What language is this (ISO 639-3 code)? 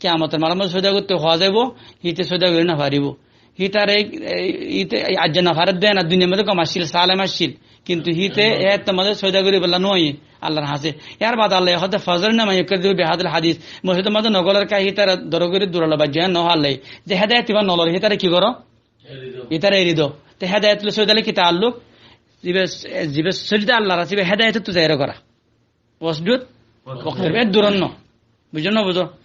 rhg